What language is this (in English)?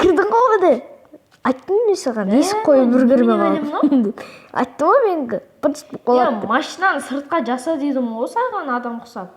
Kazakh